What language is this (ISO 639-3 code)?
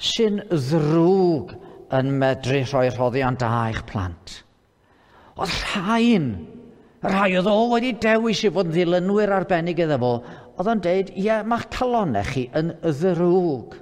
cym